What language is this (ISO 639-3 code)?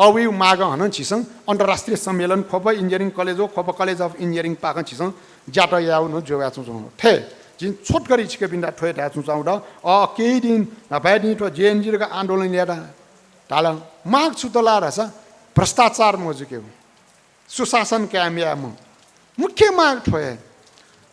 new